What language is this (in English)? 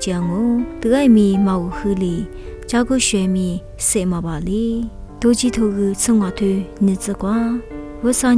Lisu